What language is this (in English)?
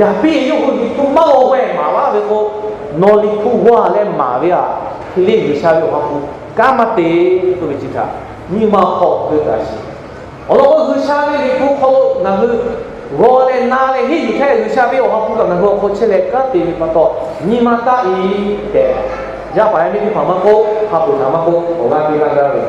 Lahu